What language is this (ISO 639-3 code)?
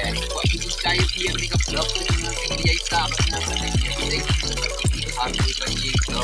kha